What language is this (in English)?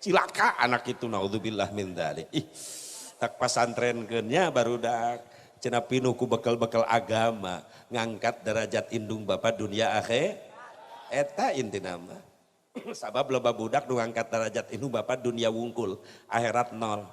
Sundanese